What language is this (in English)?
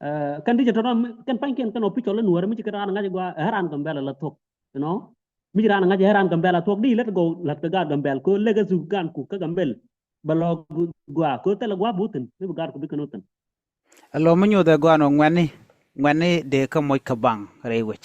Nuer